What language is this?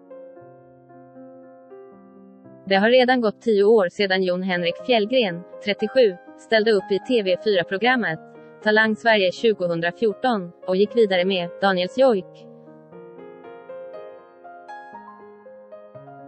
Swedish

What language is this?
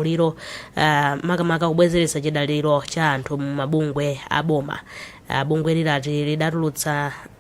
Nyanja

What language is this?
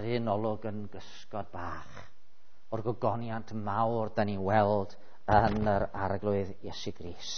Welsh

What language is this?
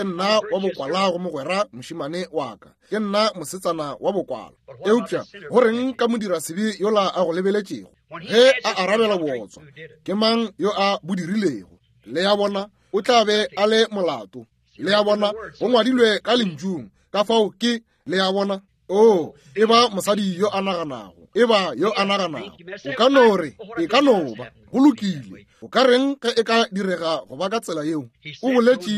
Northern Sotho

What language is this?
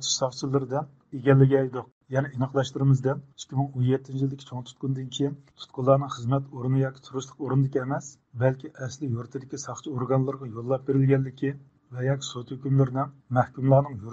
Uyghur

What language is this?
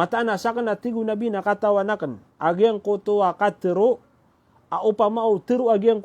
Maranao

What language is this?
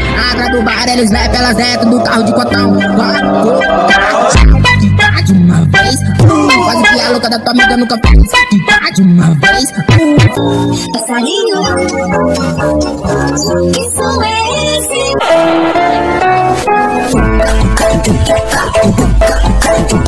Portuguese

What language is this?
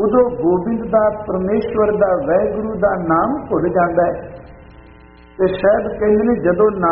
Punjabi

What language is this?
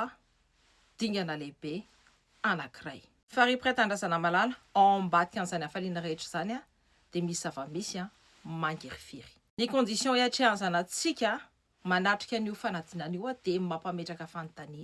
Malagasy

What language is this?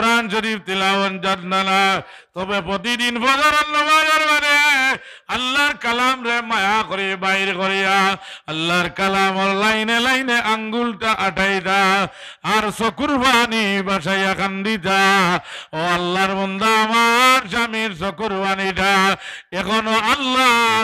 Sylheti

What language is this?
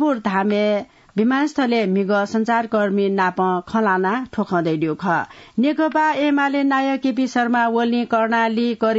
Newari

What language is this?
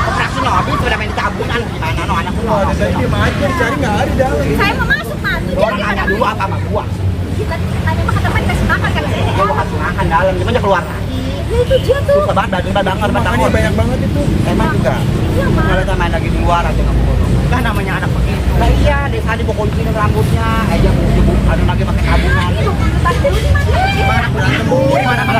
Betawi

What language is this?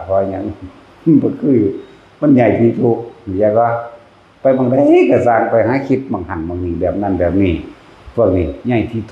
Northeastern Thai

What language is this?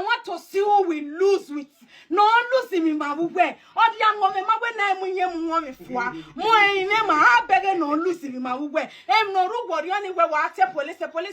Nigerian Pidgin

